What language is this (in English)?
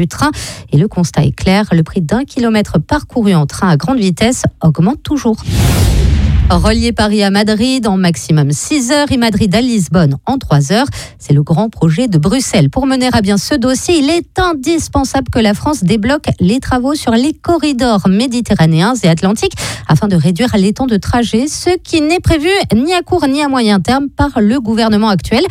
French